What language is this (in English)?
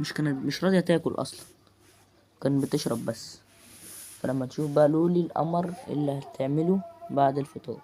Egyptian Arabic